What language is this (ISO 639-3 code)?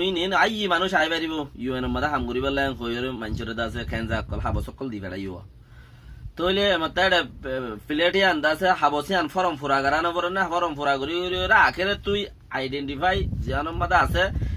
rhg